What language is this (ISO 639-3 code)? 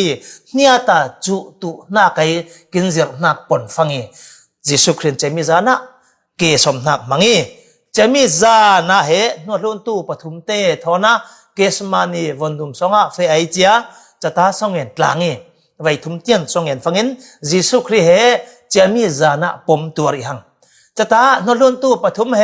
cfm